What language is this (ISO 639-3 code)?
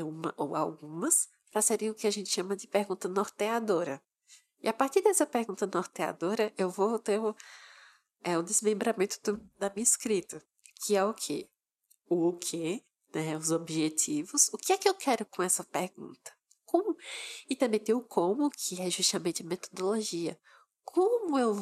por